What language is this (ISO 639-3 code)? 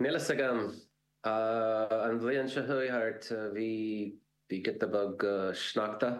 gle